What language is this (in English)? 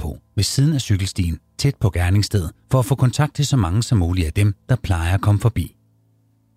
Danish